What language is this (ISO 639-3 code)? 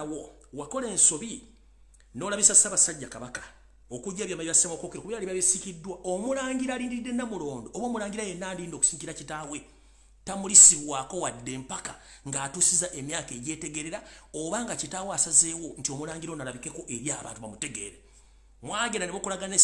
lug